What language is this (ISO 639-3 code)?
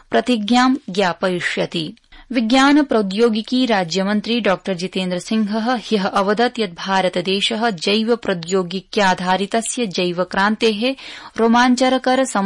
san